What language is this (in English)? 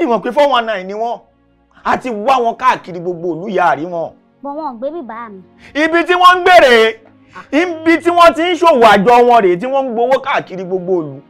Yoruba